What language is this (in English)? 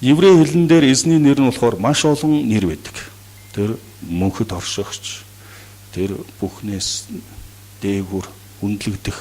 Mongolian